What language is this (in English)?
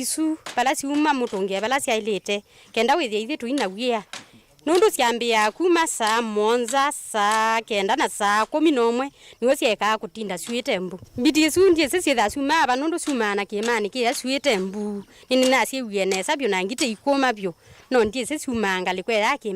Kamba